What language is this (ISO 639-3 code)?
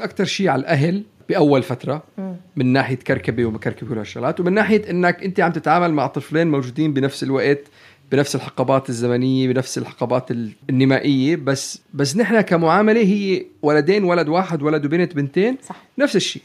apc